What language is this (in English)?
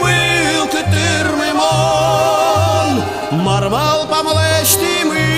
Udmurt